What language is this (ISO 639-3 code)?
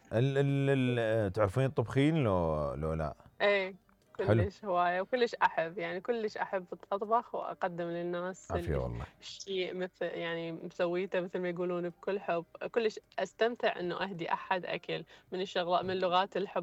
acm